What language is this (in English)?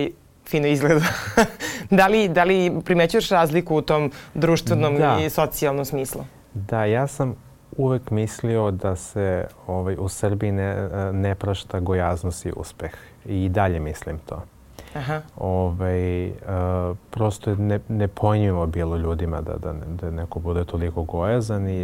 Serbian